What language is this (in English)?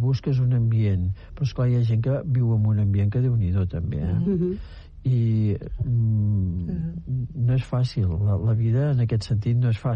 Catalan